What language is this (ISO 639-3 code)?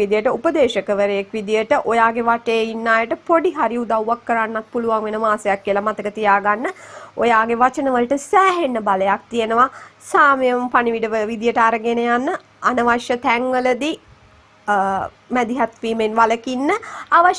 sin